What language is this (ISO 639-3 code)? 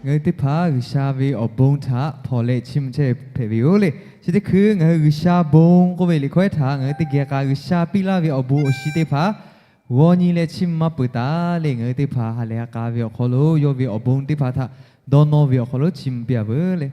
lhu